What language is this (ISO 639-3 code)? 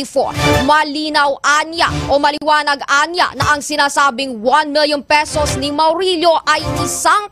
hil